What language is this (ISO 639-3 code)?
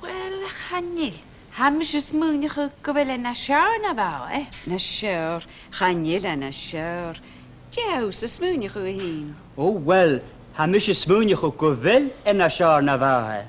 gla